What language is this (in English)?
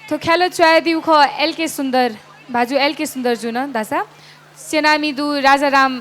Newari